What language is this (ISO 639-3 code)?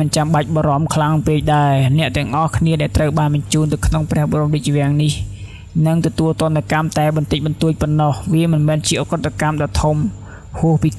khm